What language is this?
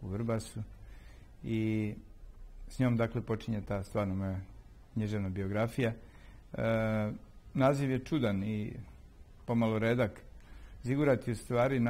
Serbian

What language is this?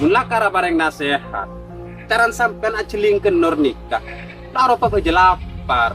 Madurese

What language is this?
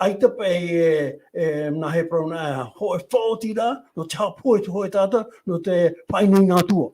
Tahitian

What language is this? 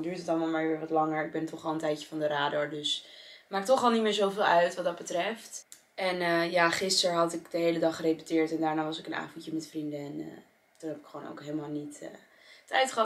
Dutch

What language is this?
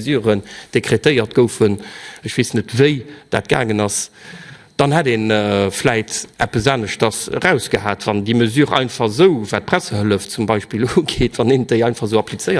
Luxembourgish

